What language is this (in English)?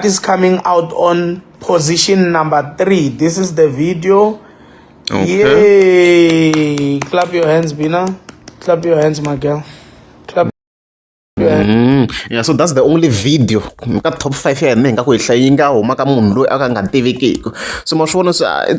Tsonga